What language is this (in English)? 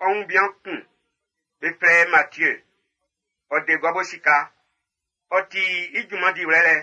Baoulé